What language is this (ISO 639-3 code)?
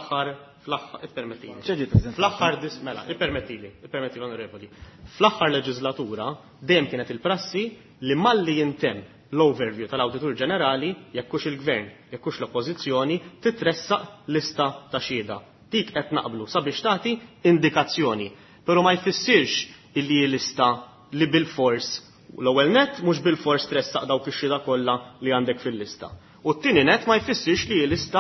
mlt